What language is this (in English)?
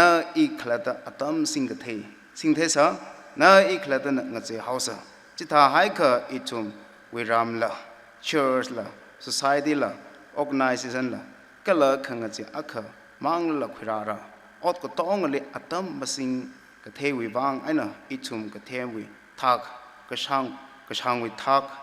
Tangkhul Naga (India)